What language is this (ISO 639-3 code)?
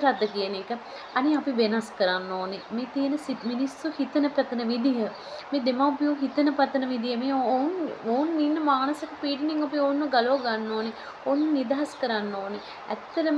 sin